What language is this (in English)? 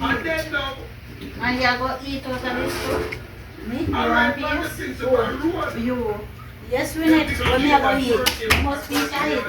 Jamaican Creole English